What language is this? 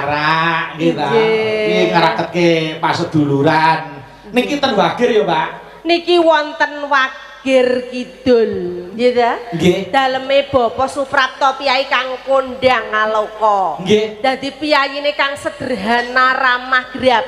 Javanese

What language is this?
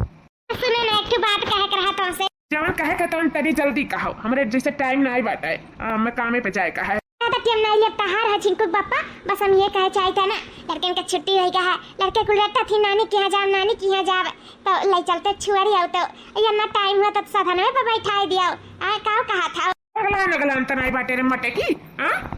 Awadhi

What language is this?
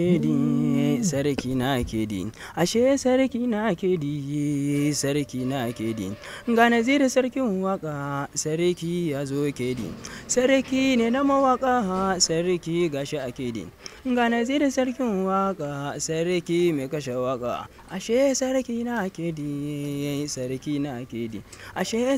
Hausa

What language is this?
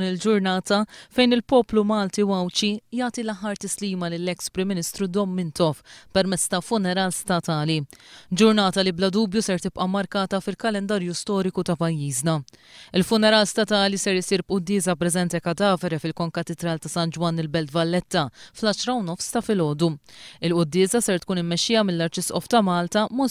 Maltese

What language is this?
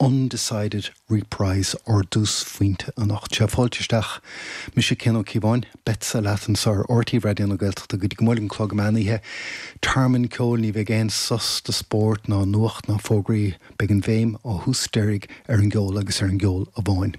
Irish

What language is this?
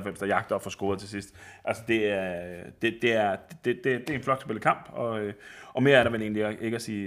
Danish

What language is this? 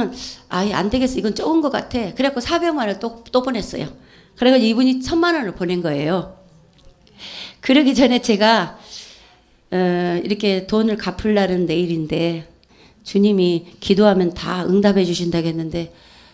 Korean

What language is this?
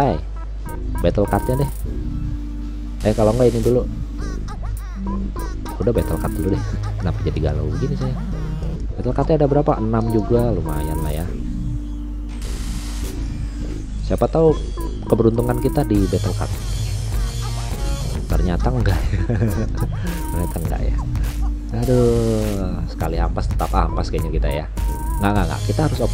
Indonesian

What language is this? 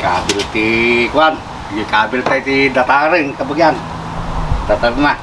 Iloko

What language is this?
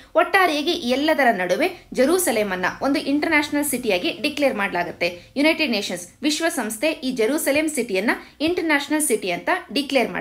Kannada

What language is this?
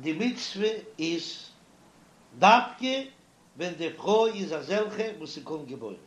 Yiddish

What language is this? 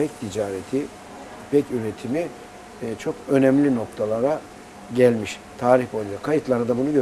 Turkish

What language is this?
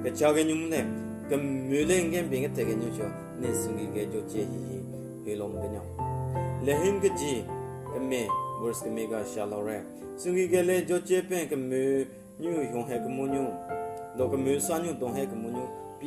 Southern Rengma Naga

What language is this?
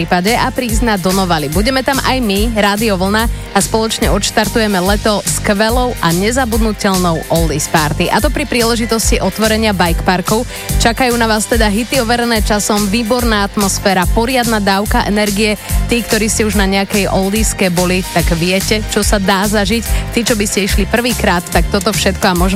Slovak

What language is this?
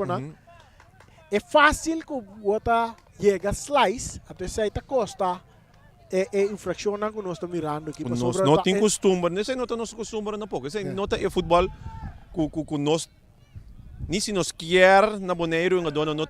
Papiamento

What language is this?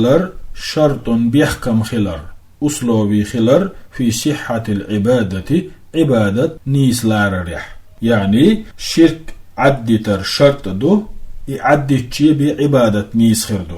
Chechen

